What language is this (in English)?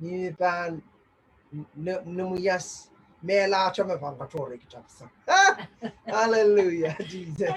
Pohnpeian